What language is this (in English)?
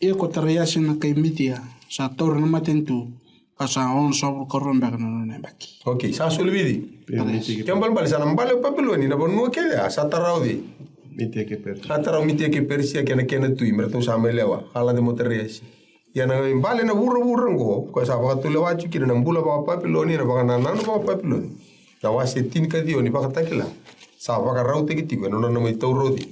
Fijian